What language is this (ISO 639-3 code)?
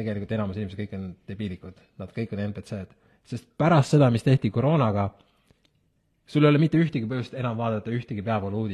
est